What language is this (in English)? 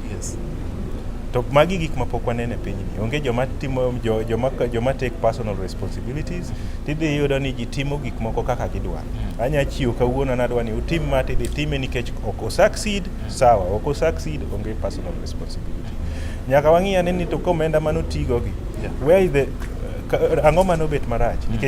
Luo (Kenya and Tanzania)